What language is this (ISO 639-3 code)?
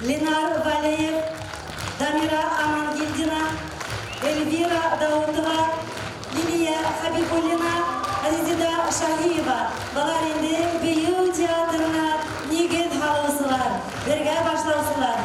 bak